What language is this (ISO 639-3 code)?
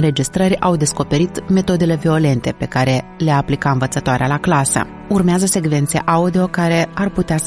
ron